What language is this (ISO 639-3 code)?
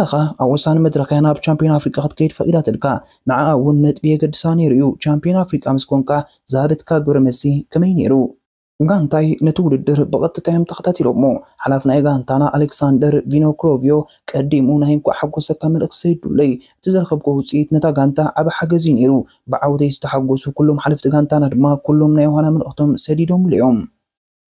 tir